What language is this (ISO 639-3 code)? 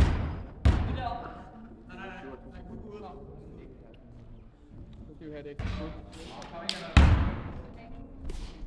dan